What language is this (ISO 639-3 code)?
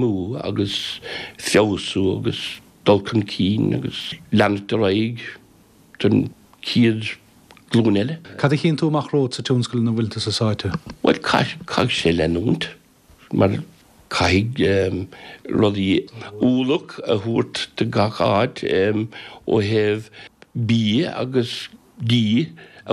gle